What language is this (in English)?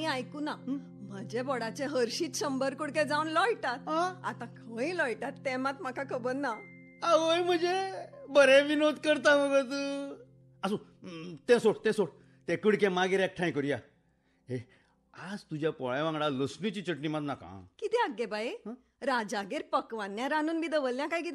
Konkani